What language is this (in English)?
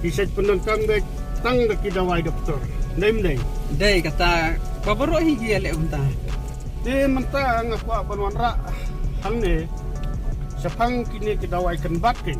Khasi